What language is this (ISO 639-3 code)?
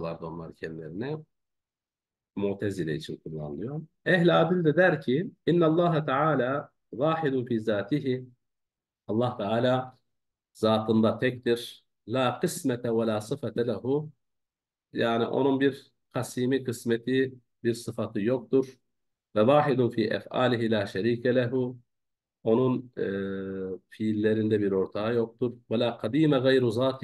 tur